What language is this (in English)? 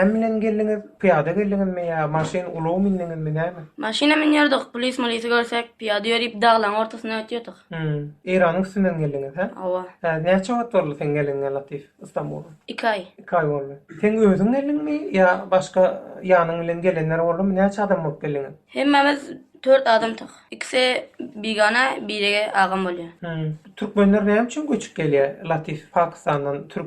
Turkmen